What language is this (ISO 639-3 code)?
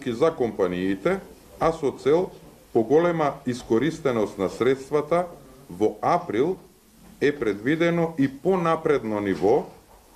mkd